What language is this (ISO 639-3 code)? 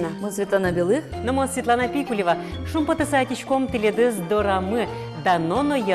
udm